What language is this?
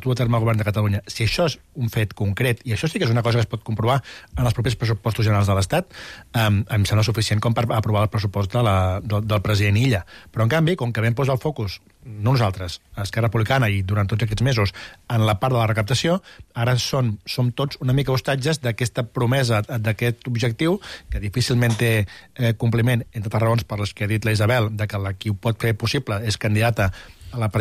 Catalan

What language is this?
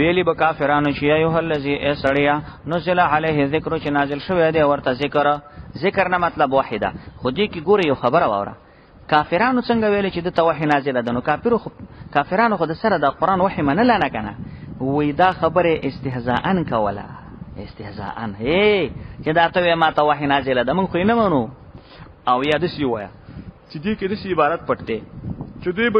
Pashto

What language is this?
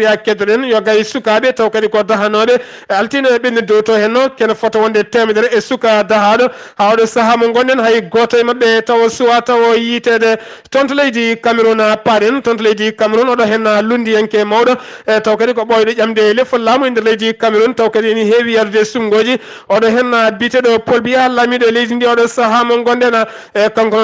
Fula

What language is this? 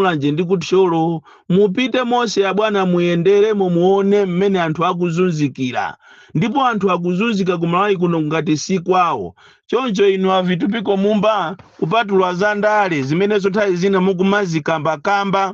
Nyanja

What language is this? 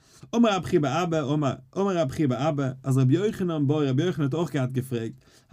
Yiddish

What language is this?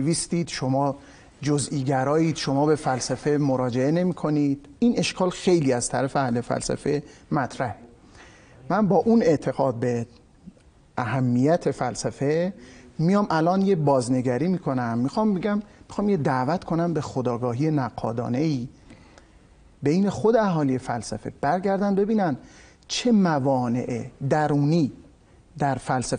Persian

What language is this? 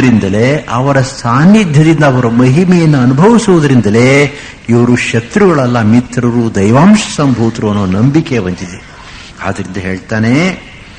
Kannada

